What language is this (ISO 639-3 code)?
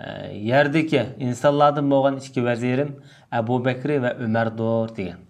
uig